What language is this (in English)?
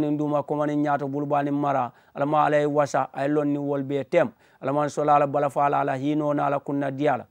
Mandingo